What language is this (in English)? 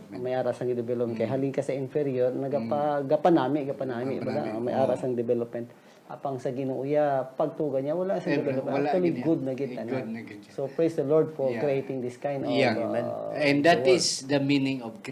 Hiligaynon